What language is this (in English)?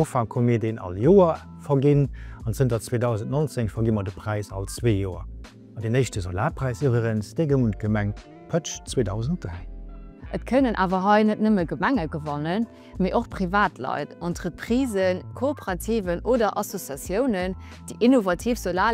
Luxembourgish